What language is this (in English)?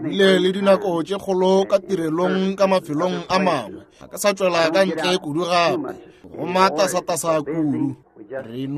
Northern Sotho